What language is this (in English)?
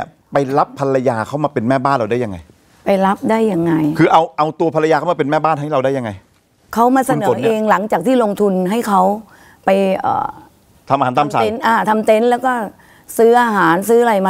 Thai